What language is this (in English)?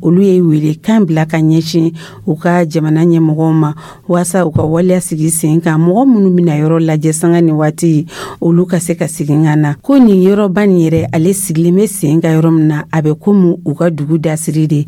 Dyula